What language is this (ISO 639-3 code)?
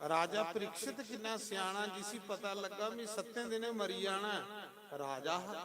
doi